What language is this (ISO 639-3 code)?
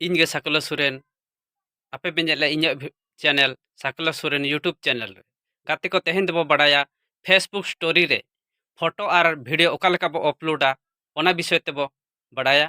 sat